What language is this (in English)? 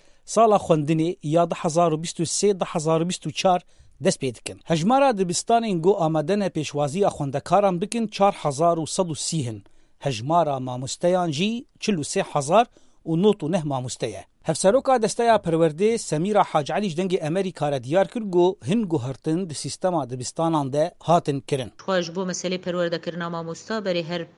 Kurdish